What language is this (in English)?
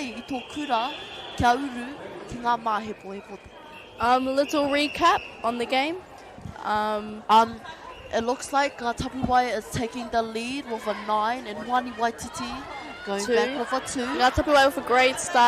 Māori